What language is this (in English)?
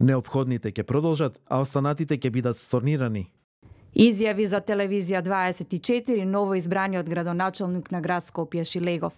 Macedonian